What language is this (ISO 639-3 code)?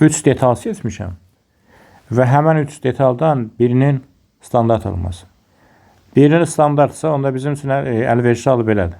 aze